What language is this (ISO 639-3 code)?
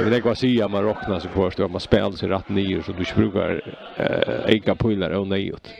fao